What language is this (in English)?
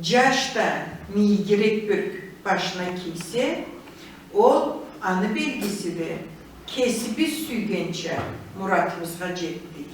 Karachay-Balkar